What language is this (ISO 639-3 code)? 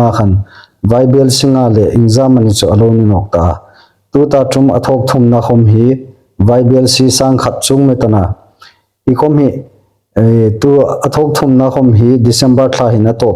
hmr